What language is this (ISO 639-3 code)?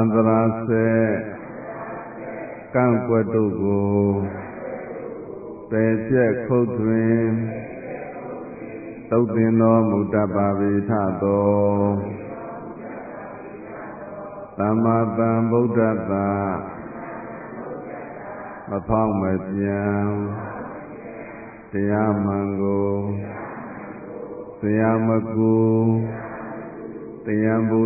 mya